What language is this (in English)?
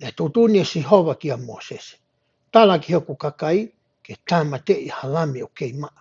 Tongan